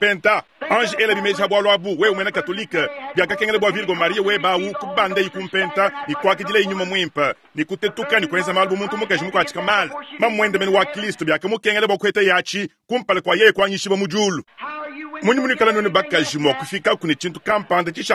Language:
Luba-Lulua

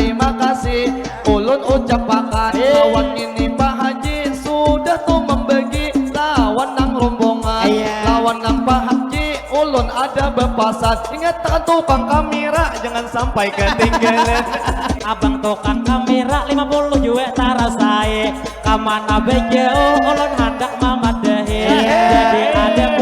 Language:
Banjar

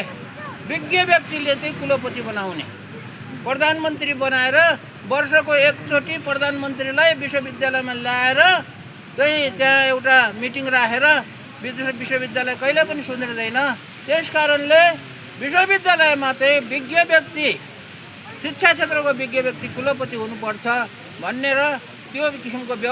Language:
Nepali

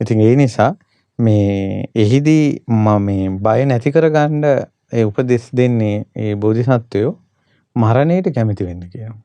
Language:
Sinhala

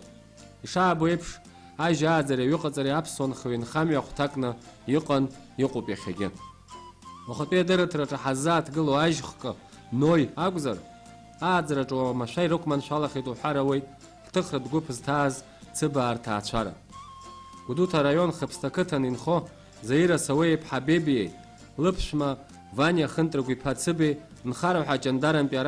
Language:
Abkhazian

